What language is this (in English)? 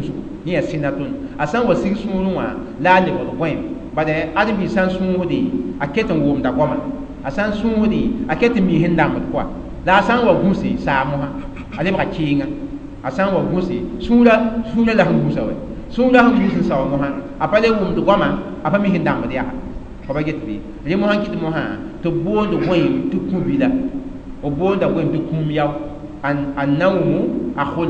Mossi